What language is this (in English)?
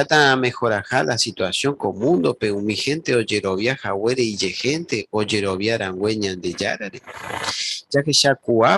Guarani